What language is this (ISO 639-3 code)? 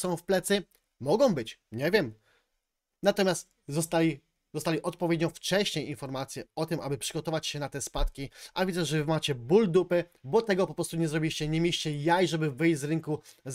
pol